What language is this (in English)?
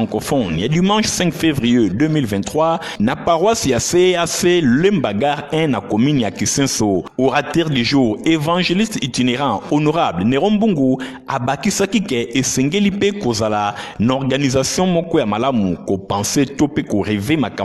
Lingala